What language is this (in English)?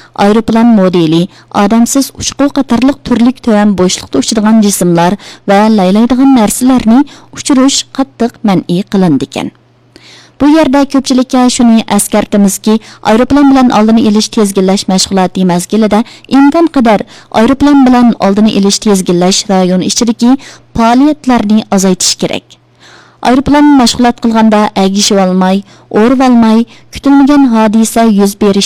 Uyghur